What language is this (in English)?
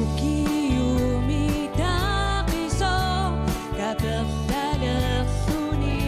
Kalaallisut